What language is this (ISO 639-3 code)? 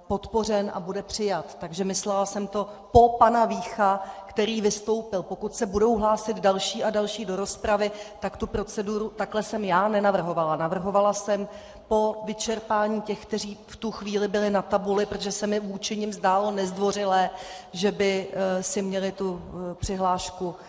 ces